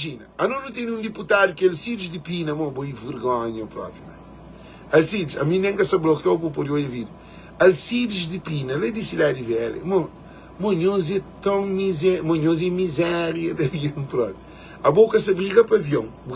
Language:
Kabuverdianu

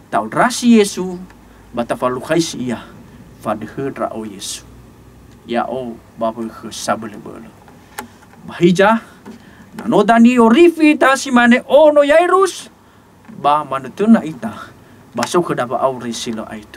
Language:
Nias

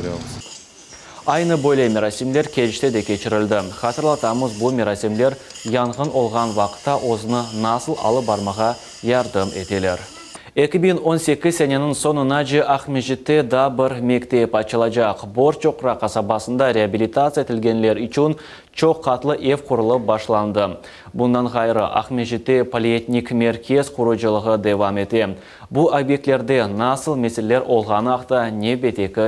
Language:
Crimean Tatar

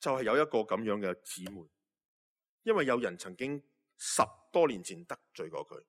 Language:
Cantonese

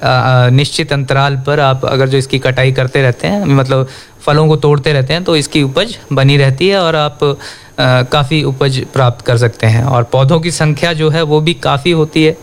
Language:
Hindi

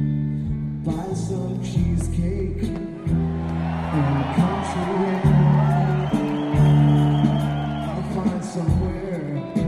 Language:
English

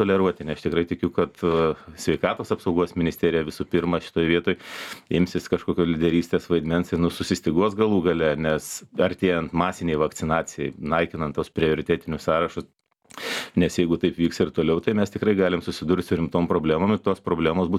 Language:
Lithuanian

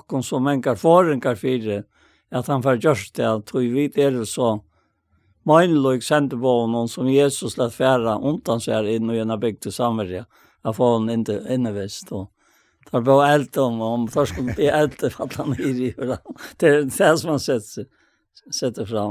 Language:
Faroese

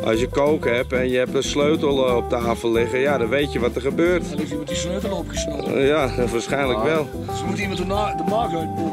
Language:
Dutch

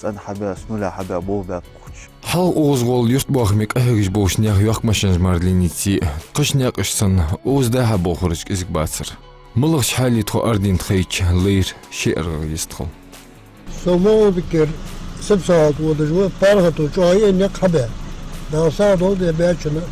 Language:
Ingush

